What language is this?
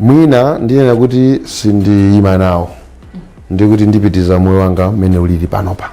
Nyanja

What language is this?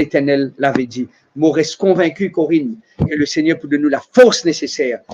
Morisyen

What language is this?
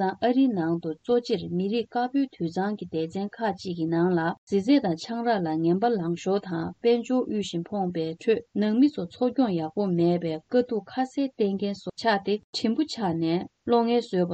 Tibetan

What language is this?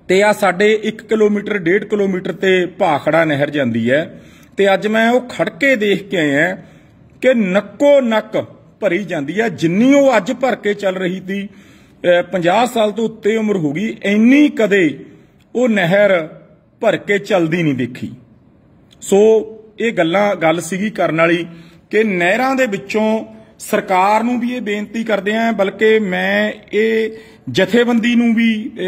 Punjabi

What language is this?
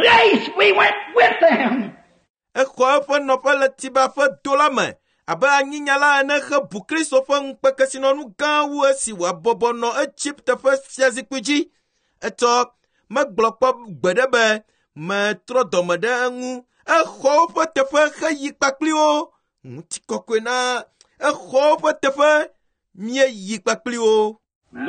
Ewe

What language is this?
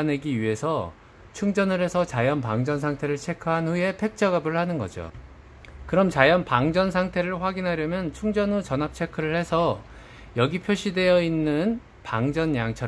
Korean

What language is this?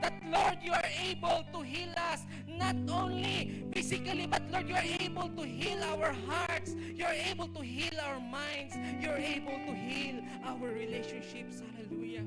Hiligaynon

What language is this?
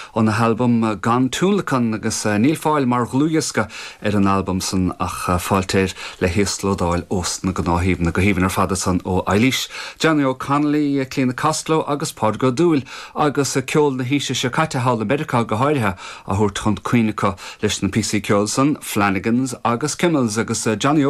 Irish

